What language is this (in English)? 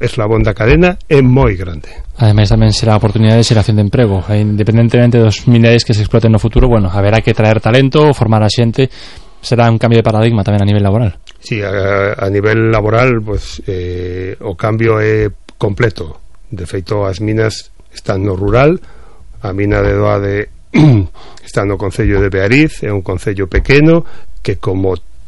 Galician